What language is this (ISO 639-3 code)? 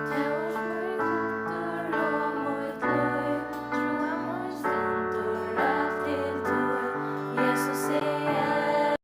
fao